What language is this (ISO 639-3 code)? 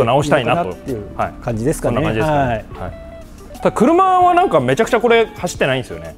jpn